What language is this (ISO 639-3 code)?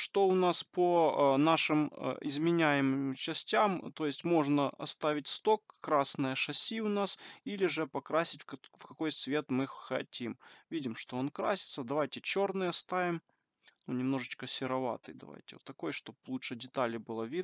rus